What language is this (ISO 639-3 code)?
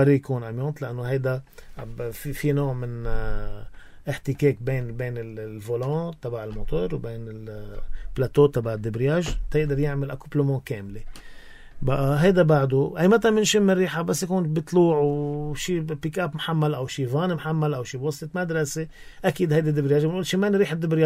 apc